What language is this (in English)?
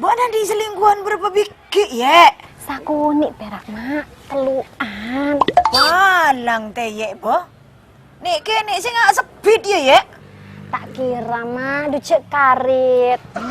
Madurese